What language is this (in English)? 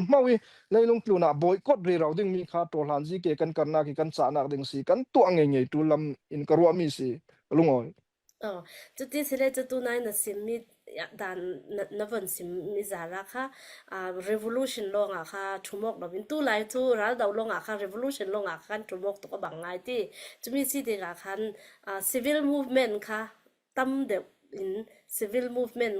Falam Chin